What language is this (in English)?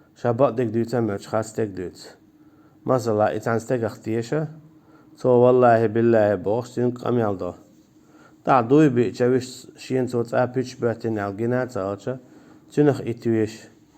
Chechen